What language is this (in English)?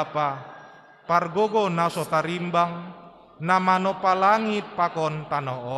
Batak Simalungun